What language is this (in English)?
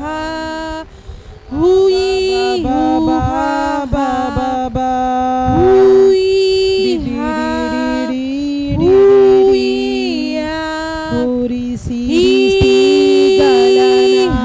Tem